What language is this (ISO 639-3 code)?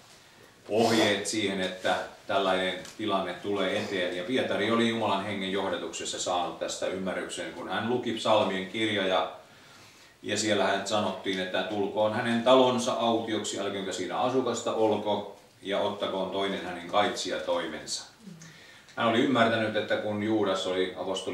fin